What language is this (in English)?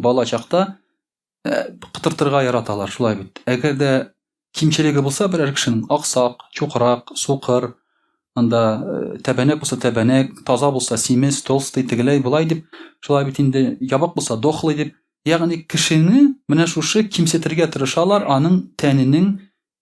Tatar